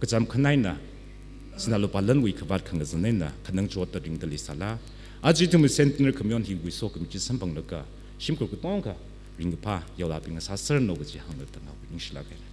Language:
Tangkhul Naga (India)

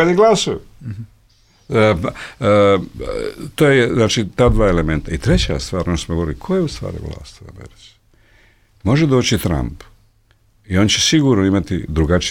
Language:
Bosnian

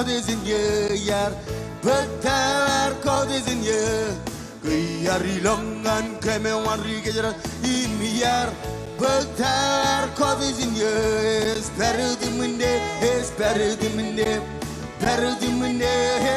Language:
Marshallese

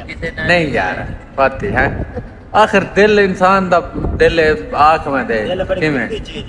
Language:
Saraiki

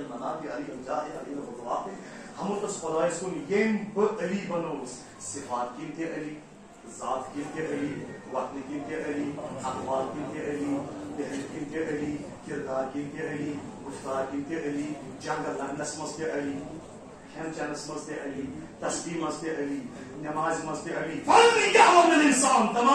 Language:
Kashmiri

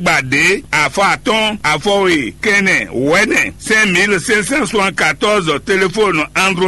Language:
Fon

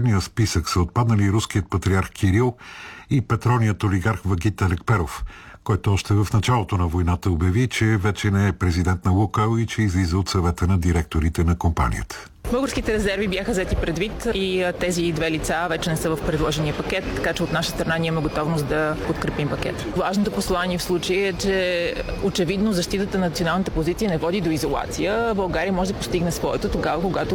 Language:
Bulgarian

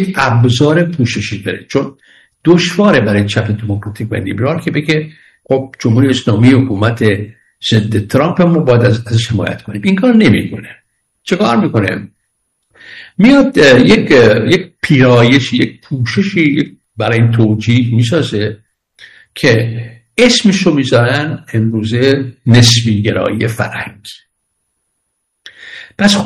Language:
Persian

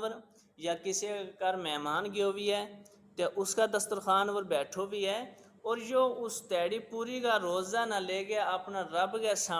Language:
Gujari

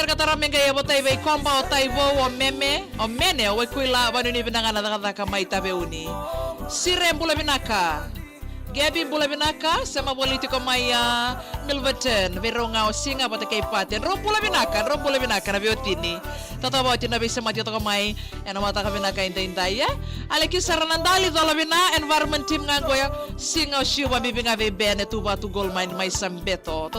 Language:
Fijian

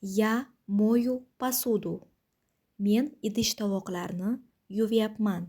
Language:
Uzbek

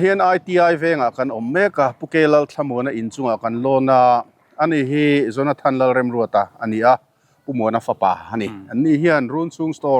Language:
Mizo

